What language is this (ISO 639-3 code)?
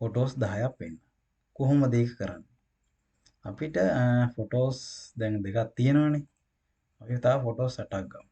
sin